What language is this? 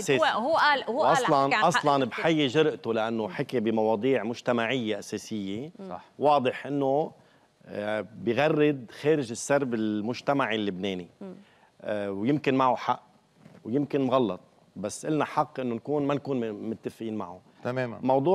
North Levantine Arabic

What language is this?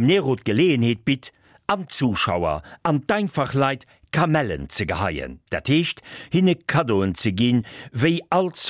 Luxembourgish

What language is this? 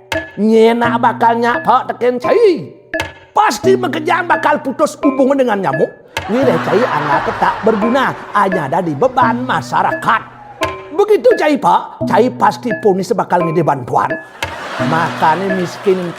Balinese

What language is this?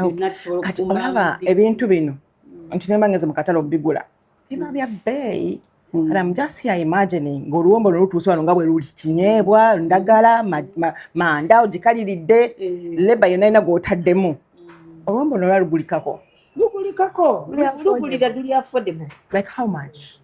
Ganda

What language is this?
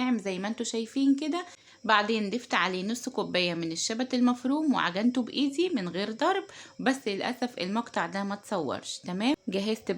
Egyptian Arabic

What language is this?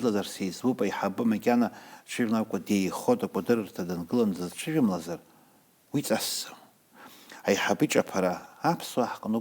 Abkhazian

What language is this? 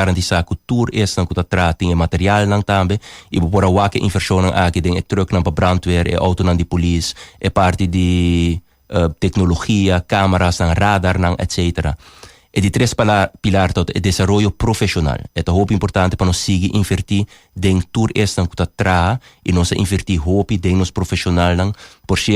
Papiamento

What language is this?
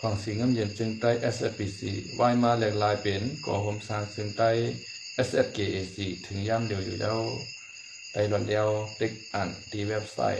Shan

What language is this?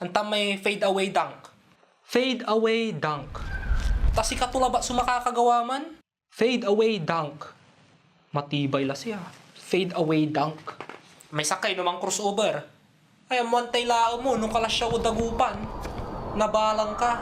Pangasinan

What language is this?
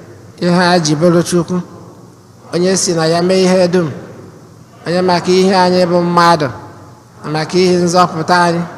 Igbo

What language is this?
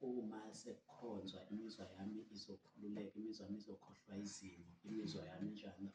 Zulu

